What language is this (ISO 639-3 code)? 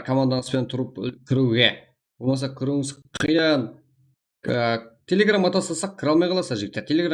kaa